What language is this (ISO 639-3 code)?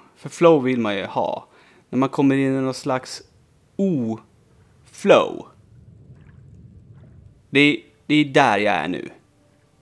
swe